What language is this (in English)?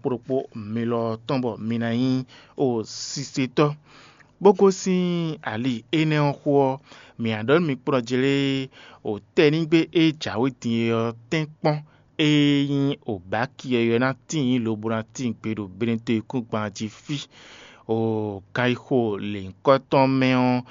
Fon